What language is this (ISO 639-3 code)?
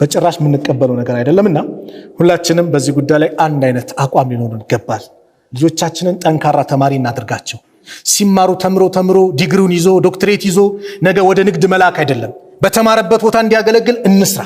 amh